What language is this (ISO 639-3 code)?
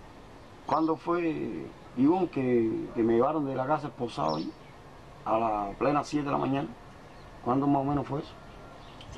spa